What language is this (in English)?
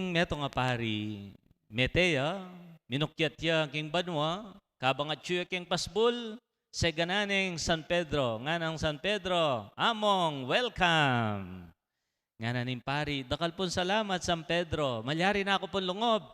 Pampanga